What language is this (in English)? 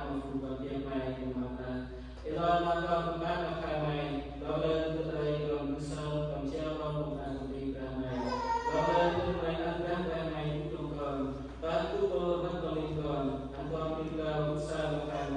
Central Mnong